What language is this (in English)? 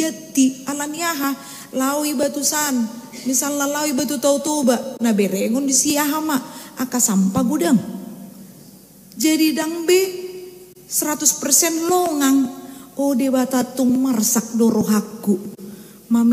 Batak Toba